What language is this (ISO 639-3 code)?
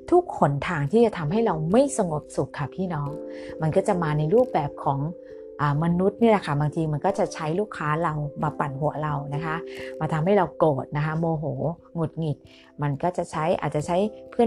tha